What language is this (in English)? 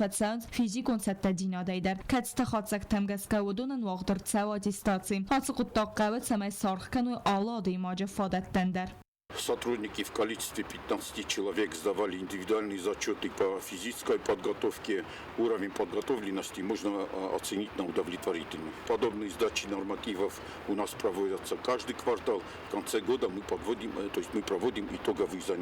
Ossetic